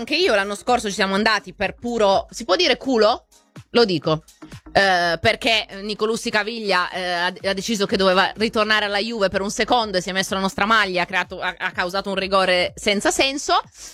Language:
Italian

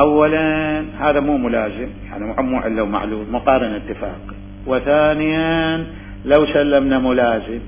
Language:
Mesopotamian Arabic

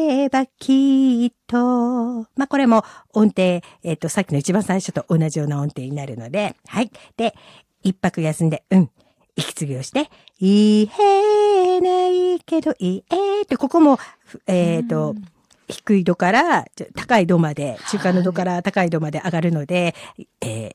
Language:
Japanese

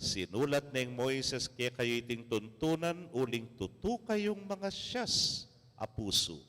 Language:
Pampanga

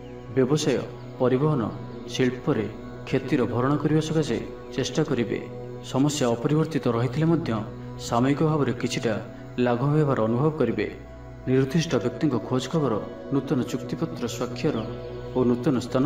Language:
Odia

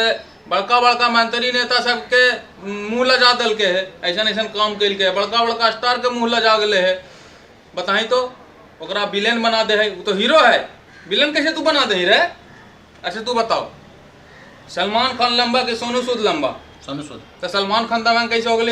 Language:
Magahi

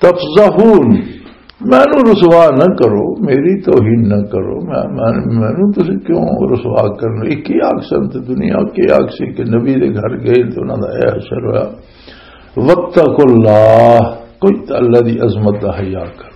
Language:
Western Panjabi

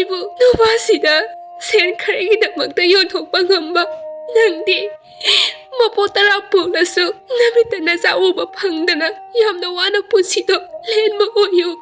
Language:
Manipuri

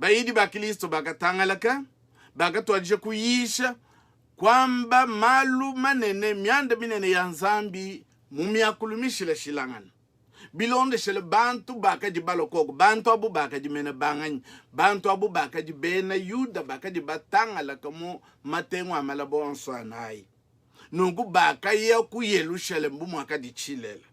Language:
Luba-Lulua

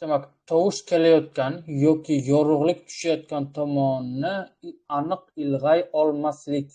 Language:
Uzbek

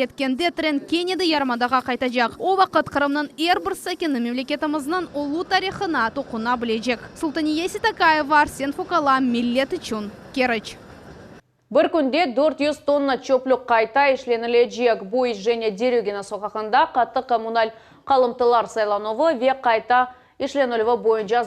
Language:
Crimean Tatar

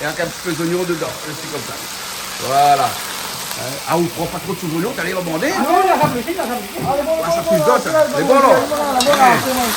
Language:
Réunion Creole French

